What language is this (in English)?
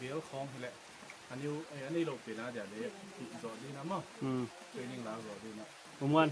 Paite Chin